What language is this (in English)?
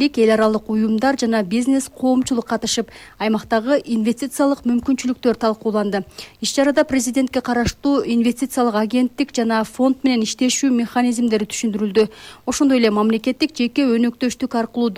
Kyrgyz